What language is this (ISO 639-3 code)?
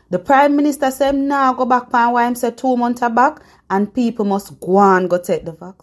jam